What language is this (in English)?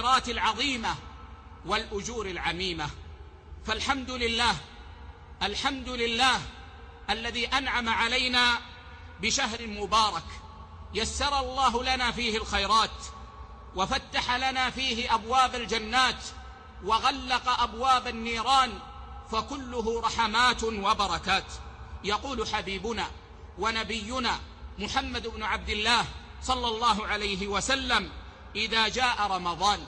Arabic